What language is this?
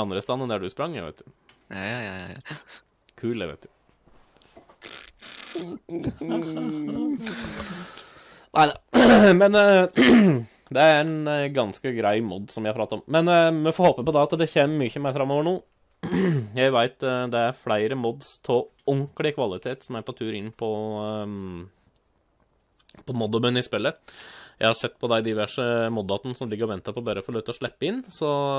Norwegian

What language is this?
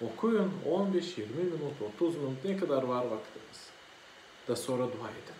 Gagauz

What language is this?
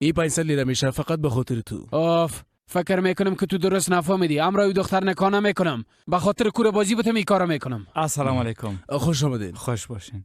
Persian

